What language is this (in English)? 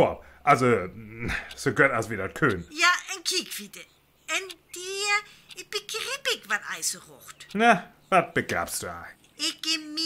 Northern Frisian